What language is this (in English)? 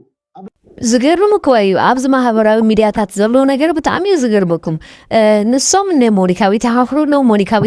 Tigrinya